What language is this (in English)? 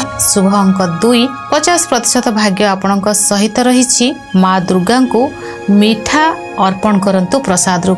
Odia